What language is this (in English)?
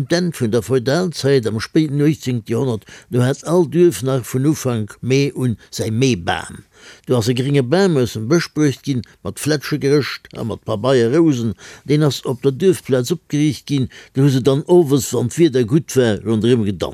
Luxembourgish